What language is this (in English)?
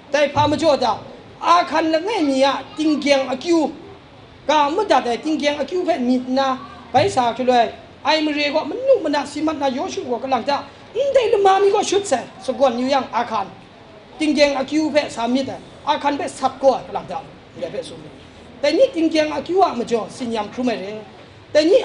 Kachin